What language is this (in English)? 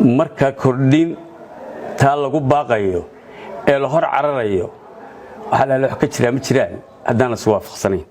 Somali